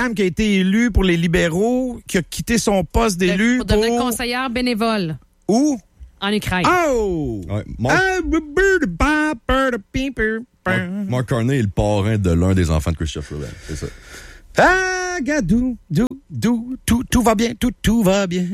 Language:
French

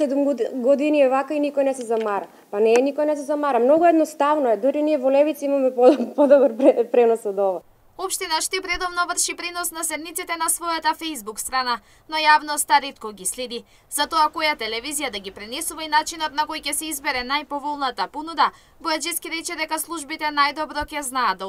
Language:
Macedonian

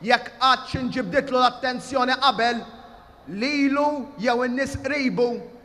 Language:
Maltese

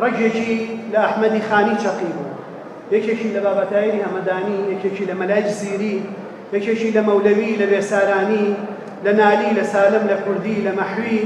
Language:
Central Kurdish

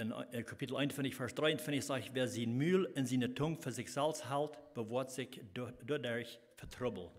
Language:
Plautdietsch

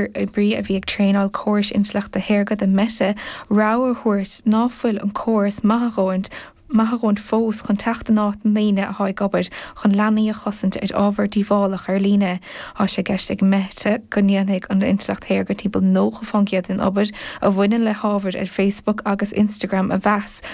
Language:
Irish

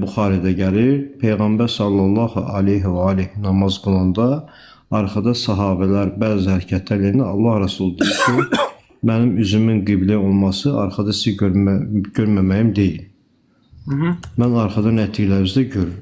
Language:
Azerbaijani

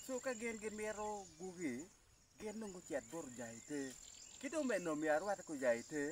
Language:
Acoli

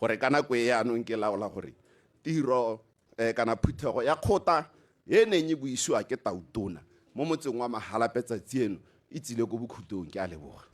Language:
Tswana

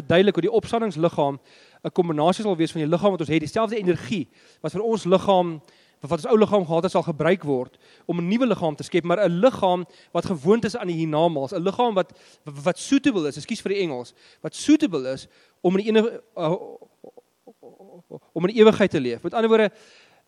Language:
Afrikaans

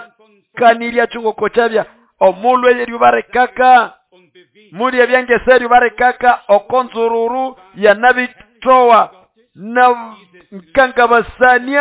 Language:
Nande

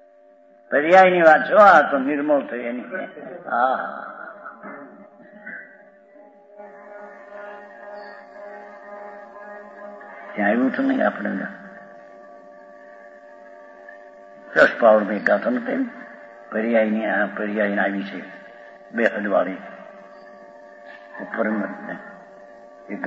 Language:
Gujarati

